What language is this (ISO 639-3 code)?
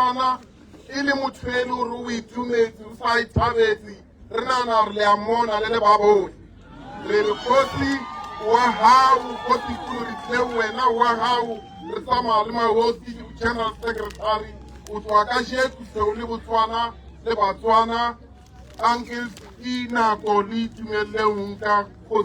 tsn